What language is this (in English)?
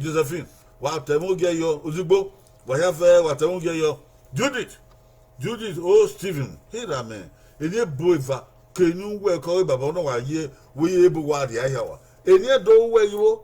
Bini